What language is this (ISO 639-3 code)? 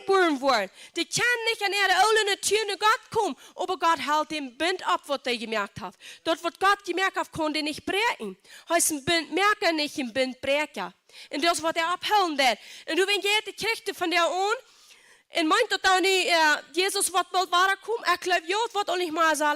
pdt